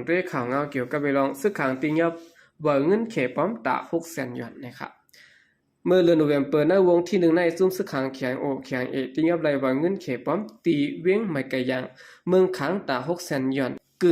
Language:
Shan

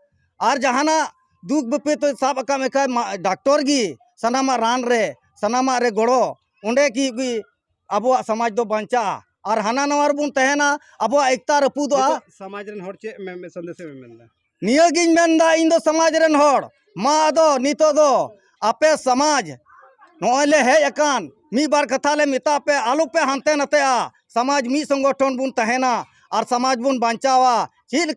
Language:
Santali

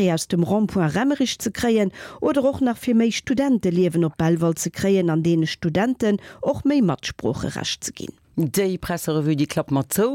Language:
Luxembourgish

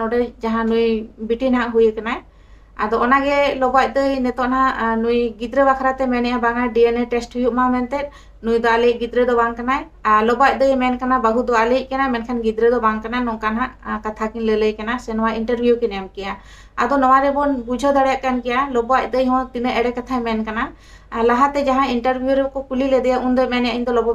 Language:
Santali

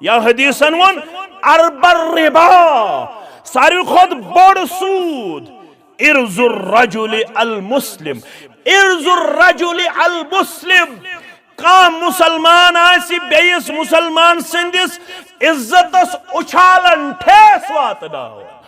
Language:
Kashmiri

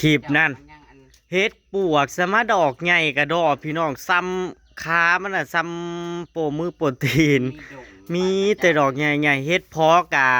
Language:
Northeastern Thai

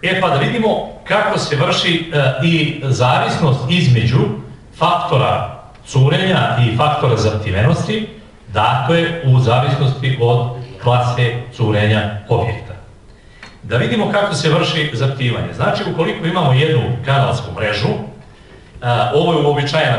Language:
Serbian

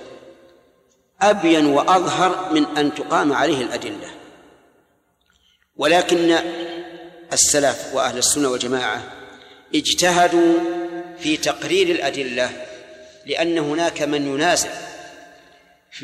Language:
Arabic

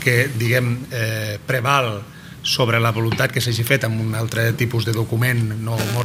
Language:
Catalan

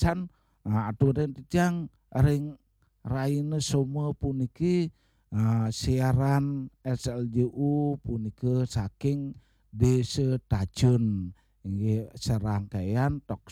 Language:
Balinese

